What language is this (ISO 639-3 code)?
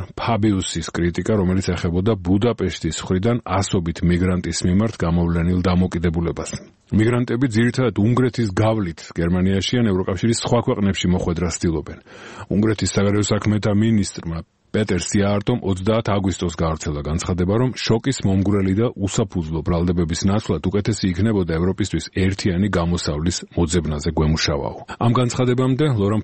kat